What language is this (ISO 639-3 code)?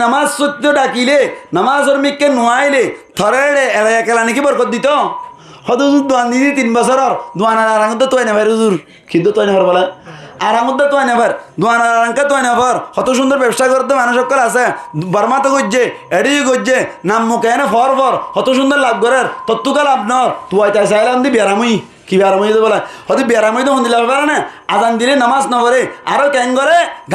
rhg